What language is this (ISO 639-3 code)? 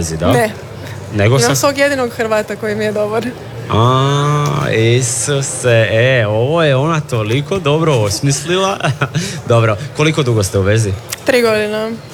hrv